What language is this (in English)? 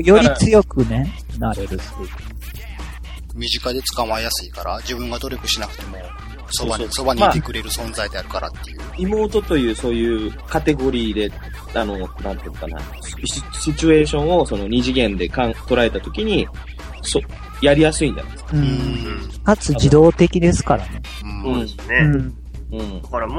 Japanese